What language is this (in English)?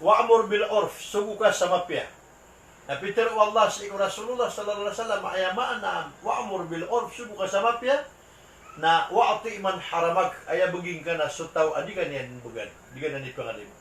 Maranao